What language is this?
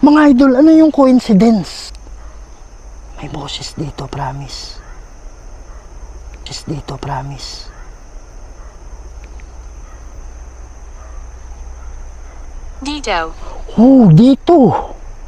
Filipino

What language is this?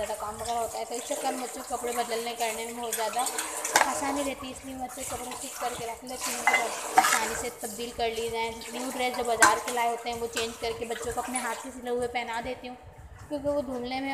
Hindi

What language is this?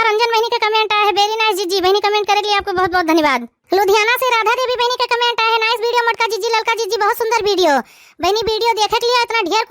Awadhi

